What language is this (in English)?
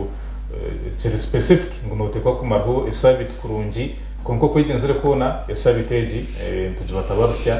Nyankole